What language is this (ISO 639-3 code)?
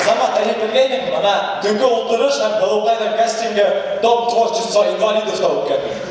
bak